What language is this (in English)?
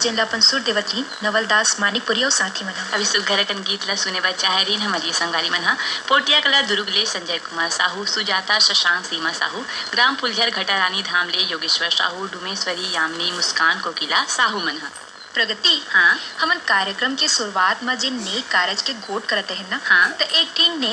Chhattisgarhi